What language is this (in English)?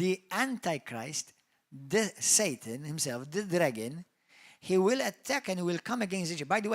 English